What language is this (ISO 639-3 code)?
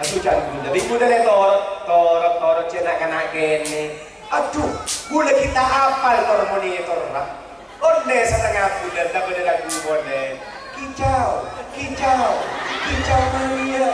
mad